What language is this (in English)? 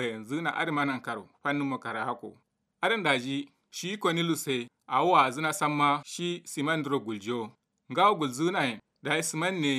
Kanuri